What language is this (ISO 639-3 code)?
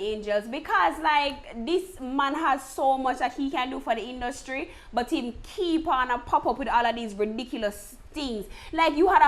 jam